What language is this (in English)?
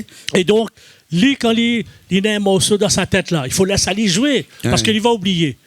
Réunion Creole French